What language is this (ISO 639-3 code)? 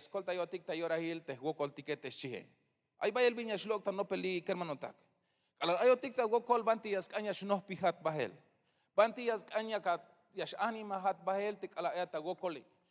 tzh